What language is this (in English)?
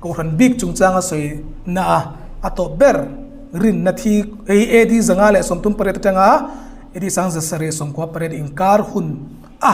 Hmar